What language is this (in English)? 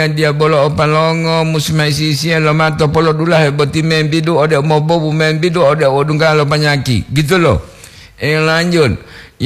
Gorontalo